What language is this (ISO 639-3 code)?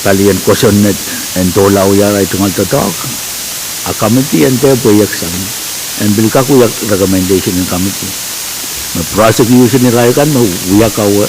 pon